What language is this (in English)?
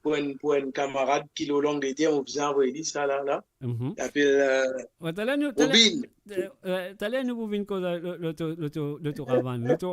Morisyen